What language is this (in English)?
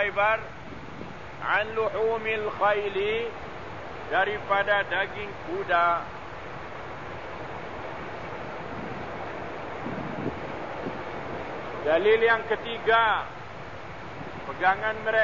Malay